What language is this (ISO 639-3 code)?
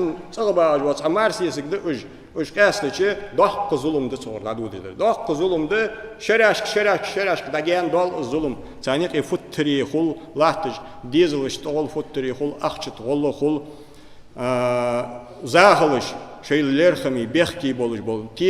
inh